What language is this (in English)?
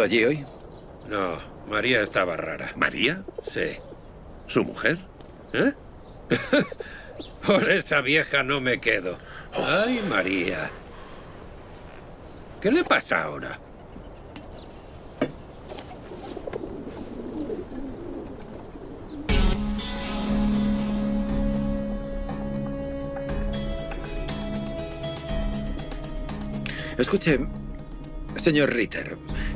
Spanish